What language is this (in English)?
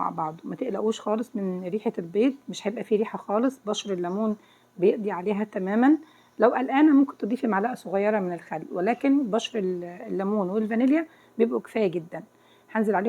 Egyptian Arabic